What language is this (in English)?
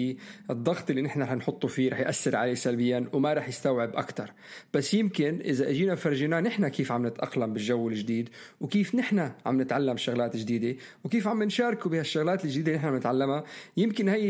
North Levantine Arabic